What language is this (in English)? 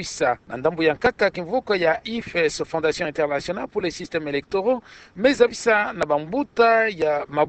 Kituba (Democratic Republic of Congo)